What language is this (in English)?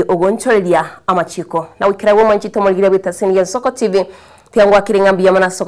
Gusii